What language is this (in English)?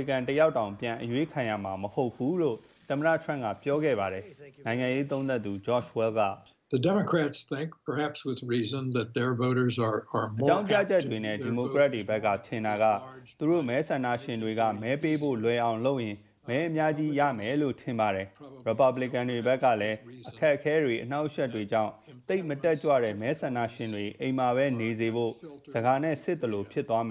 Burmese